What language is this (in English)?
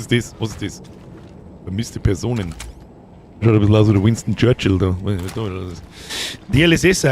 Bavarian